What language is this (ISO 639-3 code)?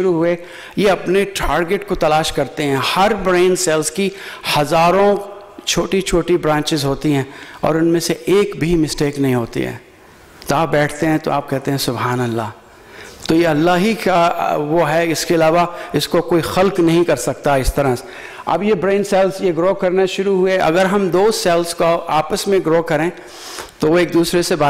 urd